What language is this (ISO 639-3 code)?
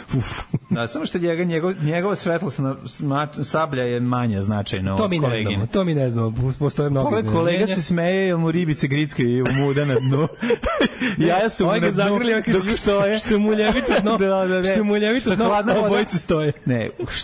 srp